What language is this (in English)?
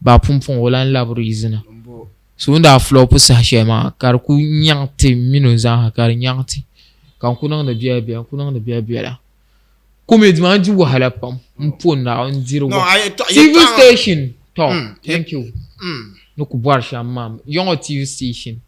Dagbani